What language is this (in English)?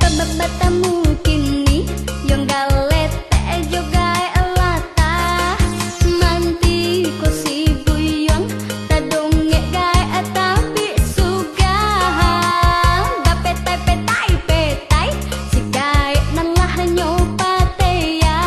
Minangkabau